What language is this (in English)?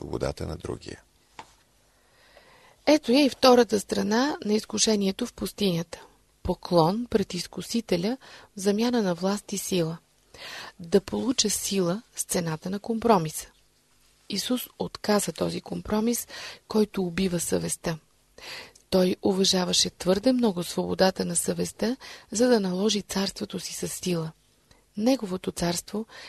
Bulgarian